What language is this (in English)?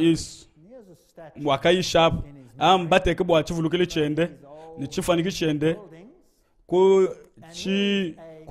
Luba-Lulua